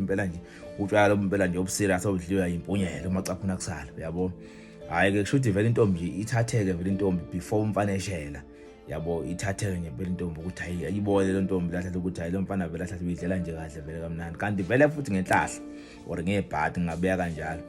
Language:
Zulu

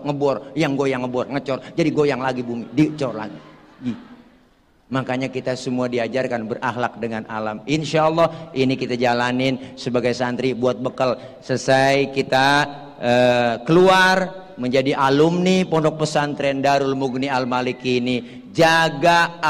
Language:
Betawi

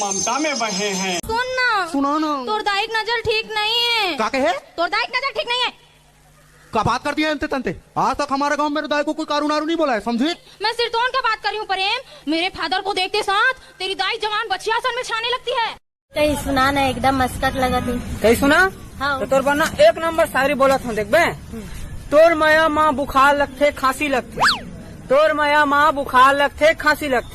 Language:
Chhattisgarhi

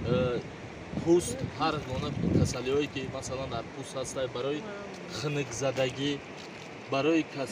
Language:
Tajik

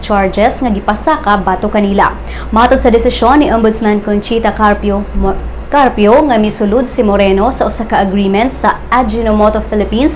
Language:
Cebuano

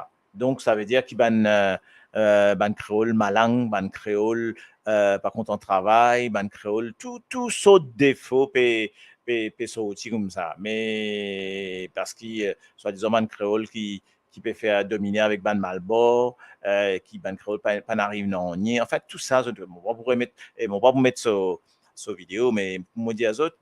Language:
Morisyen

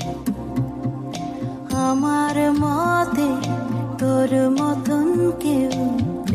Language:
Bangla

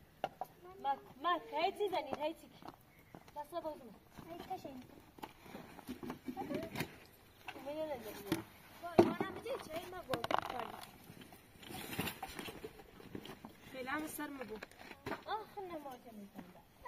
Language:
Persian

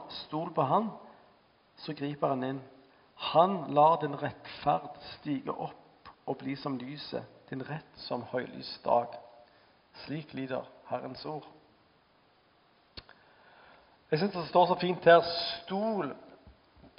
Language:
Norwegian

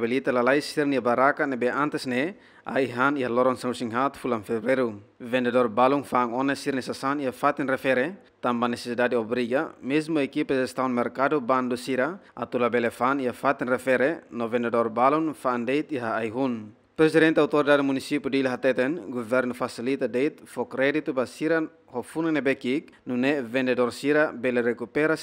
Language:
Tetum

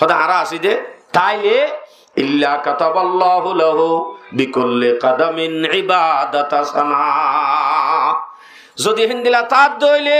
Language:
Rohingya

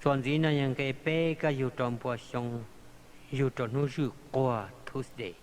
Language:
Hmong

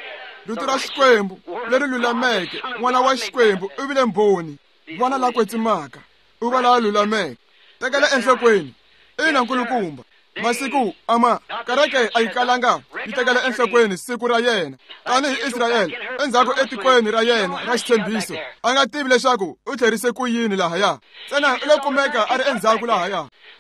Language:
Tsonga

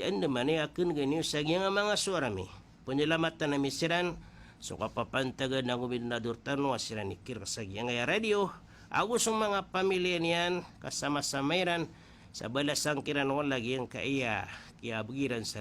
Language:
Maranao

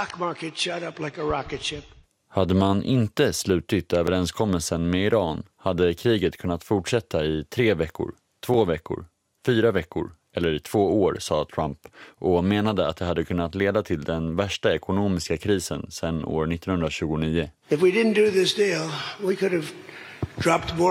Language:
Swedish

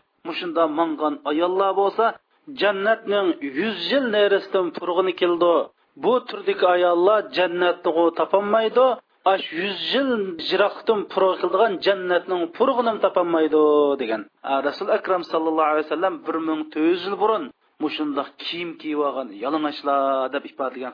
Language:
Uyghur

